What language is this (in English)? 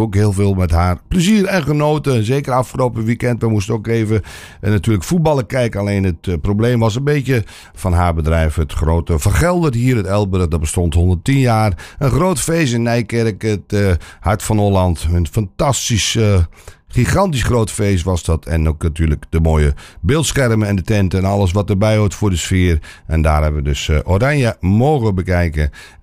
Dutch